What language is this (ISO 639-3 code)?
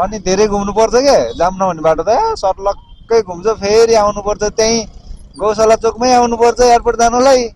nep